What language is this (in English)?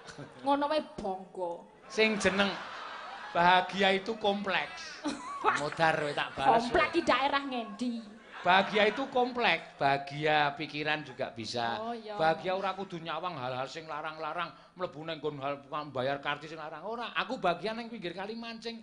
Javanese